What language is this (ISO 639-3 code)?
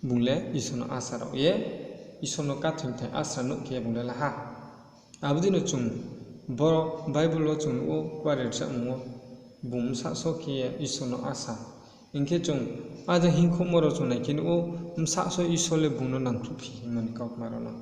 ria